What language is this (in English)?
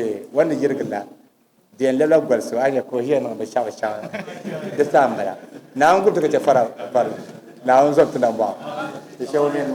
Dagbani